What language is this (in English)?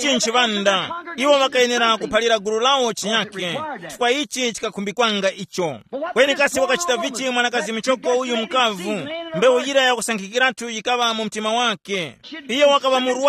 Tumbuka